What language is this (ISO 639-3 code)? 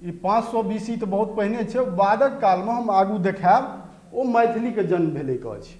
mai